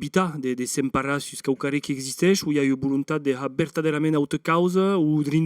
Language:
Occitan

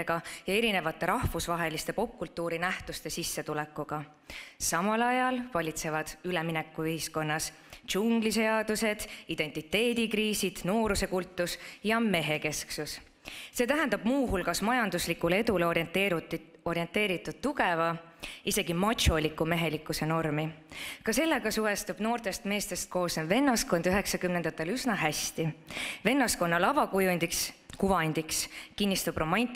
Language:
Estonian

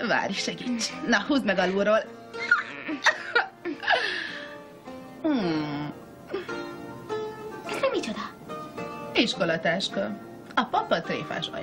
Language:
Hungarian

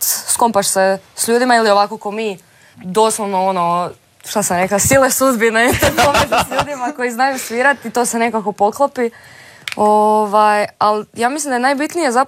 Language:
Croatian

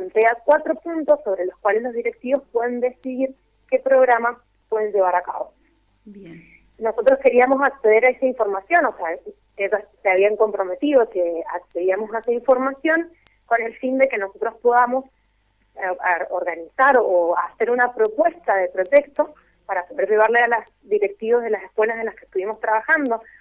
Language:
Spanish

